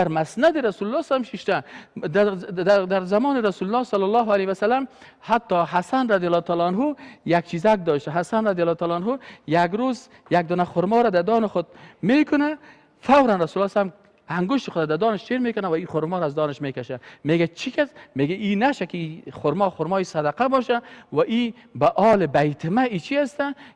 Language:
Persian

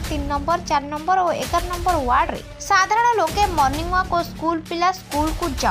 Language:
Odia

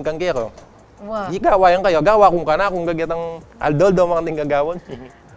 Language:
Pampanga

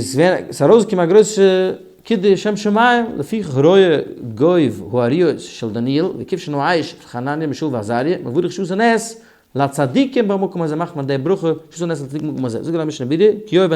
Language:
Yiddish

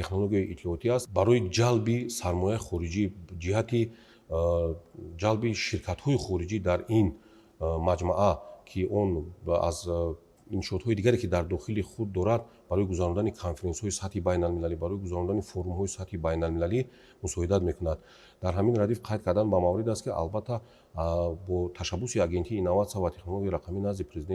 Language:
Tajik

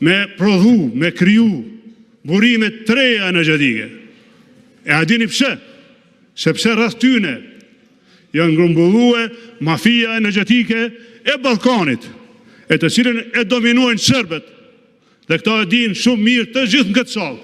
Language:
Albanian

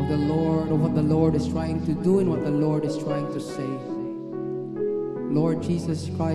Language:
Hiligaynon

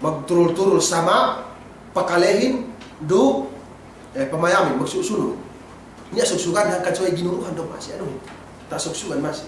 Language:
Yakan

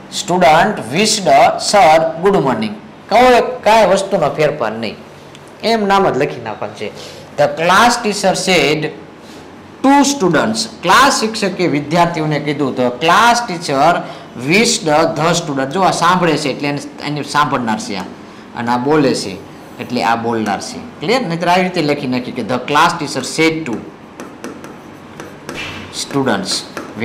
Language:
Gujarati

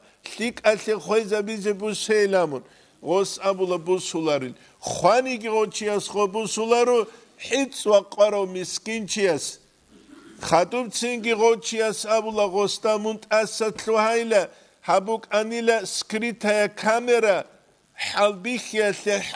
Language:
Avaric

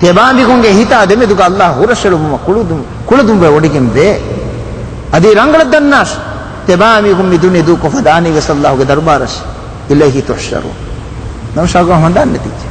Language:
Divehi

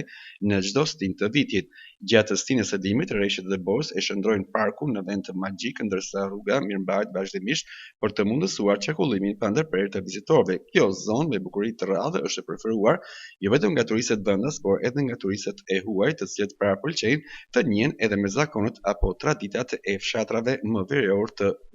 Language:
Albanian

